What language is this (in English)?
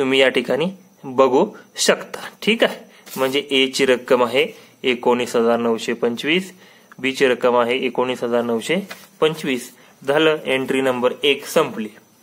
Marathi